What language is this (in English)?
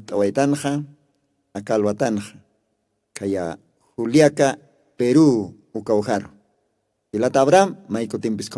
Aymara